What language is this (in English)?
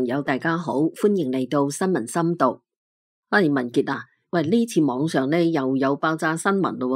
Cantonese